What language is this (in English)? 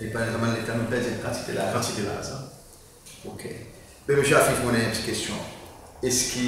Seselwa Creole French